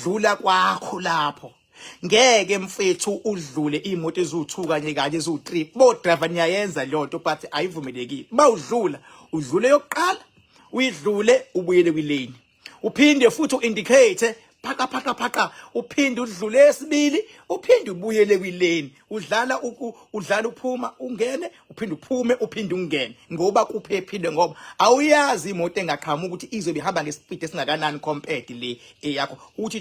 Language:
Zulu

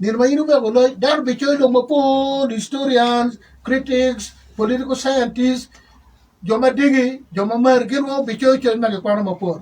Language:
Acoli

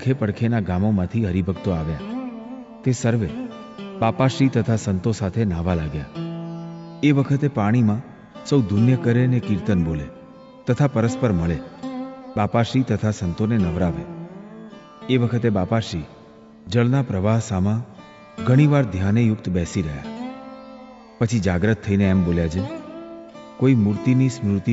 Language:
Gujarati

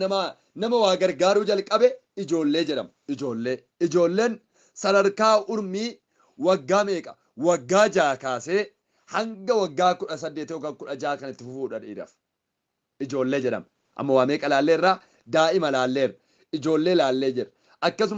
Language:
Oromo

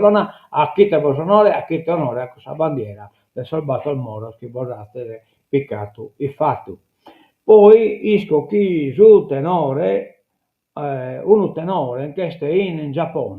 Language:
Sardinian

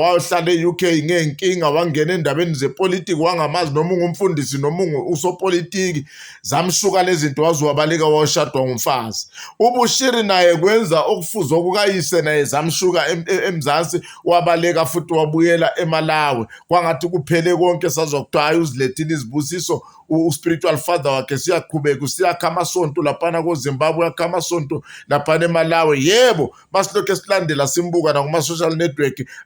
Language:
Zulu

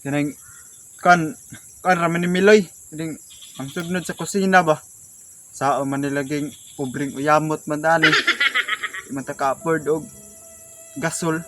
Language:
Cebuano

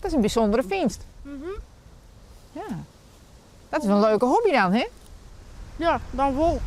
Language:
Western Frisian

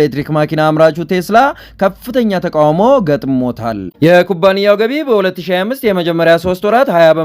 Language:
Amharic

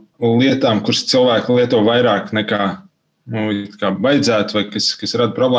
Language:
Latvian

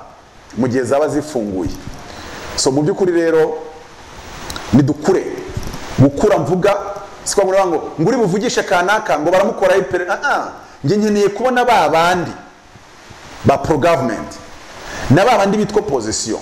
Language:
Kinyarwanda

